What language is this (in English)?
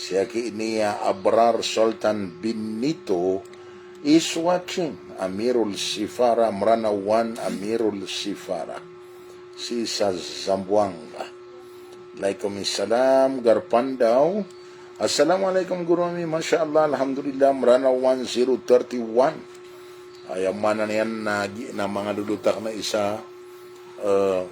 Maranao